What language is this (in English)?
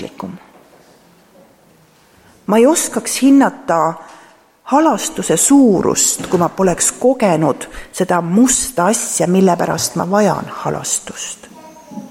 Estonian